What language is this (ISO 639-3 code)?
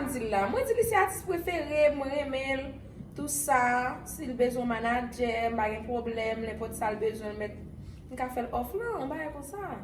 hat